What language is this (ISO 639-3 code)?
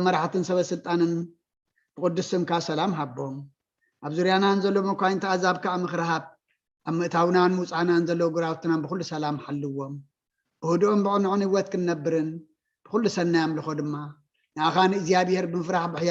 tir